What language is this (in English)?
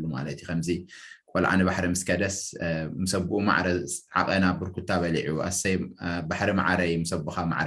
Tigrinya